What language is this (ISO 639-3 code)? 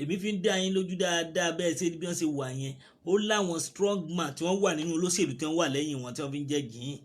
yor